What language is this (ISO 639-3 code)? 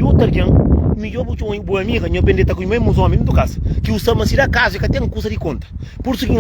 kea